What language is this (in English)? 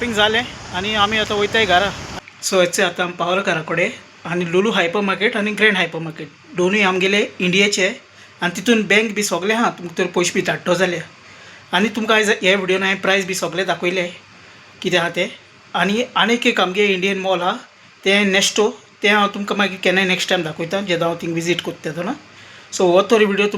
Konkani